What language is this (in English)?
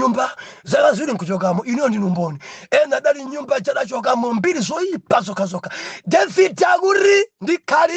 Nyanja